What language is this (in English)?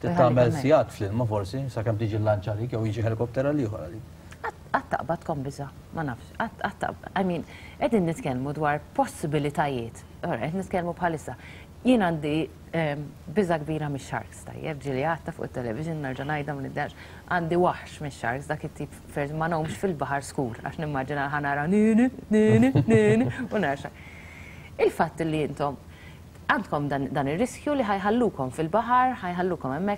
Maltese